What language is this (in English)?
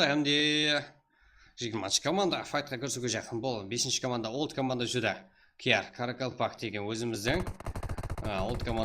Kara-Kalpak